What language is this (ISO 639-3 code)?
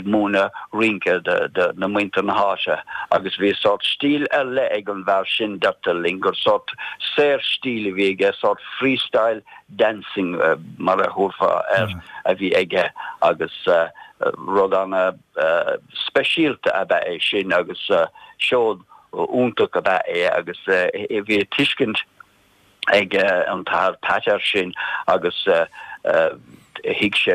gle